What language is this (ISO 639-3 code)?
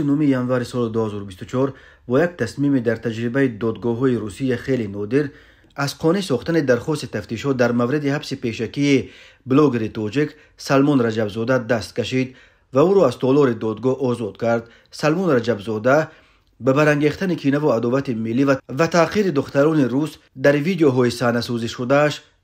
tgk